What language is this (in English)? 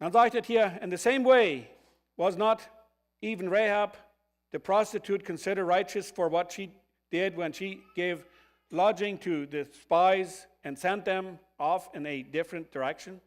Plautdietsch